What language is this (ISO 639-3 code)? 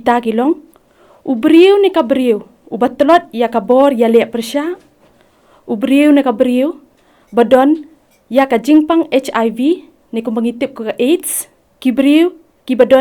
kha